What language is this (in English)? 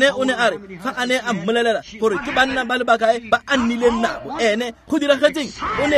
Tswana